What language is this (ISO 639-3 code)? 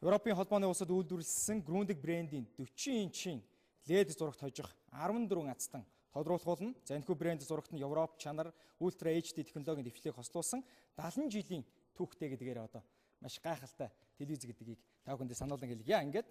mon